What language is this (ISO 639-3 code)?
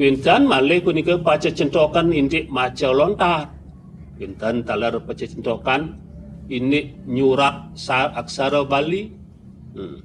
ban